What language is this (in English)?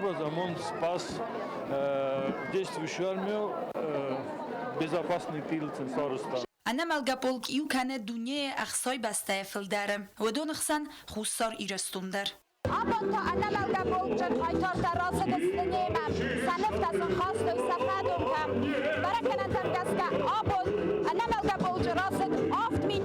Ossetic